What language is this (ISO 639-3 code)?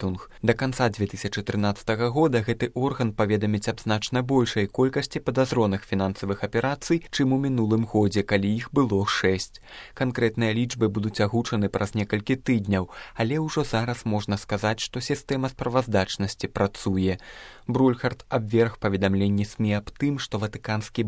bel